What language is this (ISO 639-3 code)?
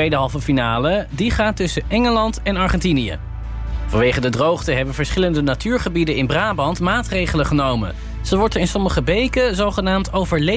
nld